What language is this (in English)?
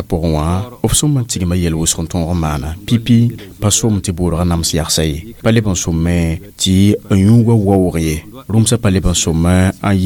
Mossi